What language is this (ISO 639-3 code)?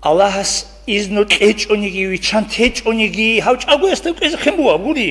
ava